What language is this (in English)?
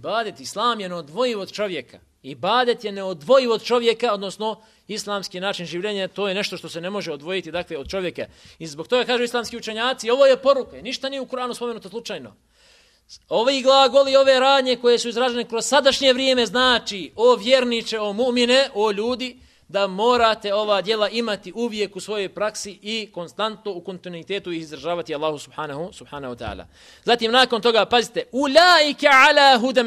Bosnian